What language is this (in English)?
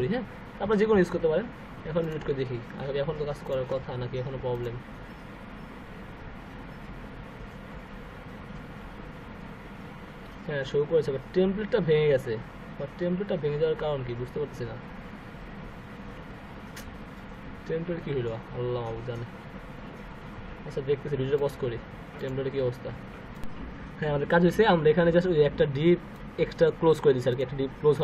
Bangla